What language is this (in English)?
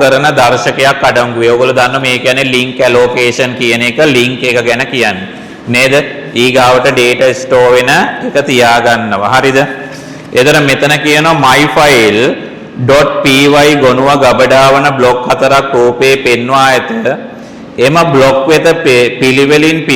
Sinhala